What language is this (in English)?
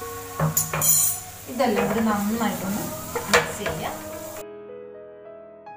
Malayalam